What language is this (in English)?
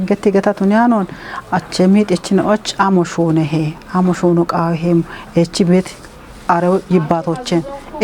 Kafa